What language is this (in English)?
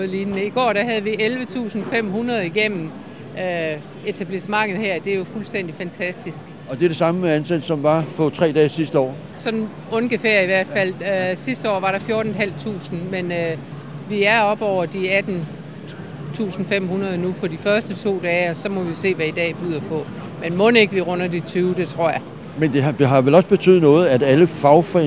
Danish